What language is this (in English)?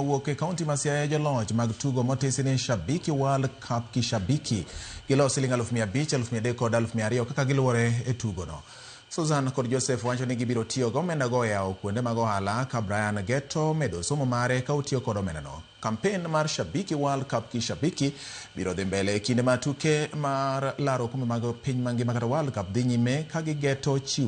Luo (Kenya and Tanzania)